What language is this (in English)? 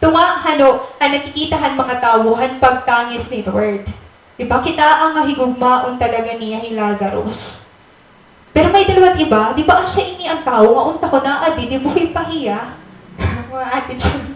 Waray